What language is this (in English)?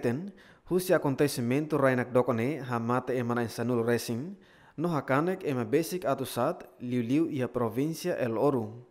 Tetum